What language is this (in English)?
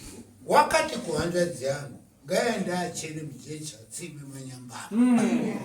Shona